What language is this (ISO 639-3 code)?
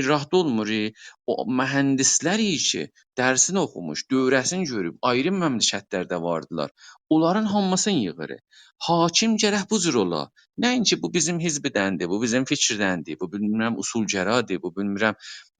azb